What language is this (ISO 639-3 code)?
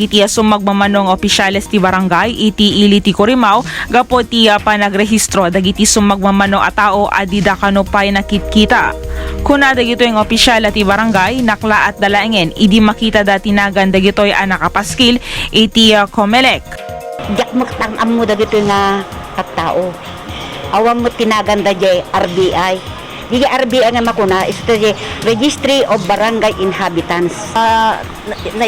ilo